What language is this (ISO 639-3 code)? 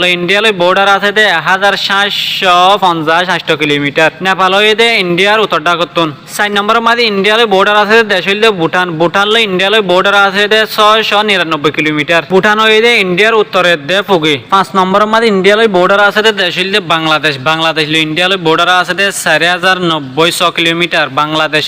rhg